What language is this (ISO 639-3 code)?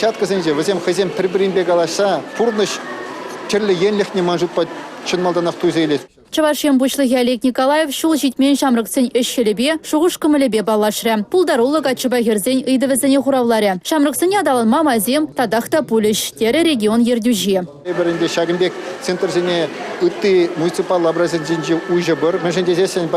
chv